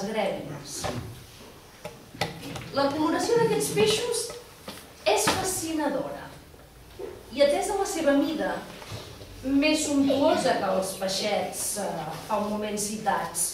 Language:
Catalan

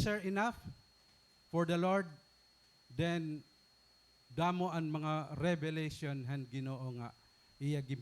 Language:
Waray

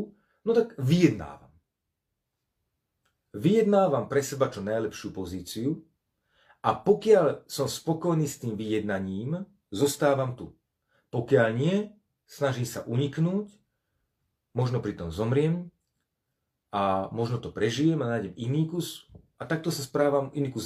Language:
Slovak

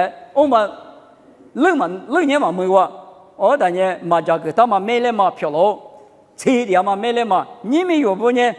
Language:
Lisu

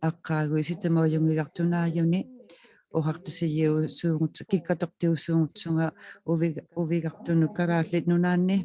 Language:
Inuktitut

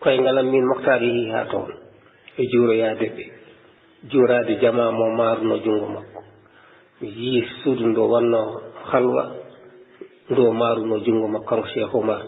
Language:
Fula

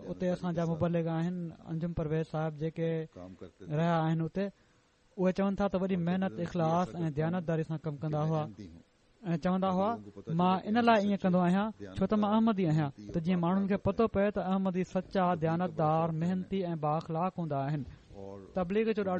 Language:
Sindhi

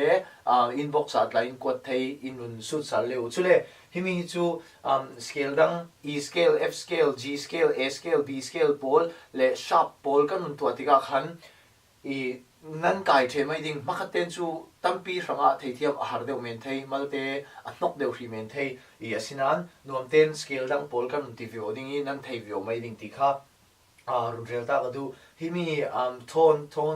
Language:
Falam Chin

